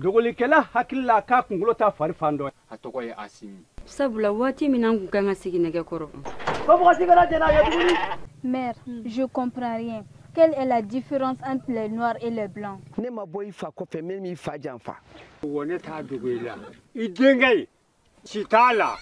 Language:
Bambara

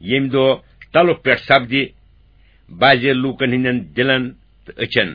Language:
Kashmiri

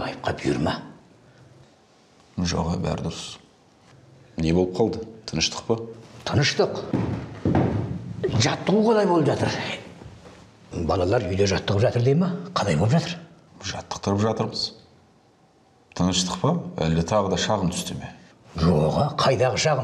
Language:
Kazakh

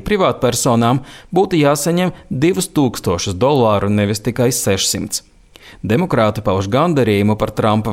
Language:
Latvian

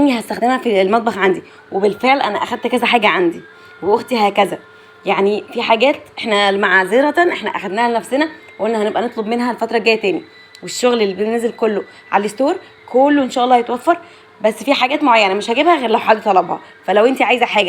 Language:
Egyptian Arabic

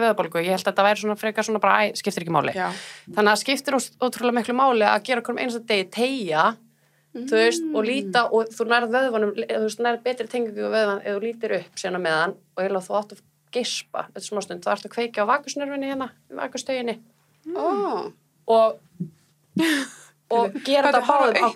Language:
Icelandic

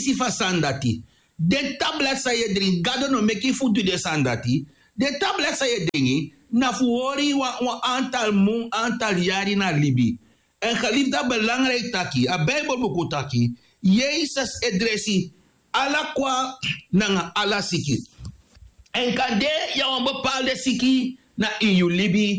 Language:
Sranan Tongo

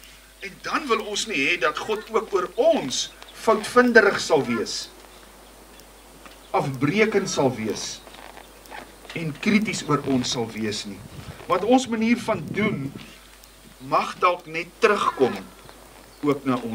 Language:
Afrikaans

